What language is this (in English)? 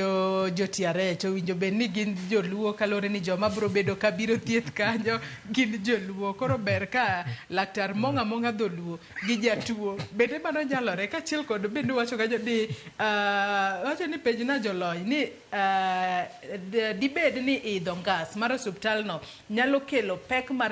Luo (Kenya and Tanzania)